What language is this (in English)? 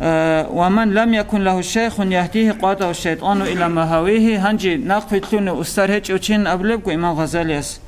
Avaric